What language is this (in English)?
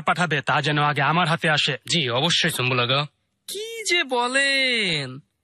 Bangla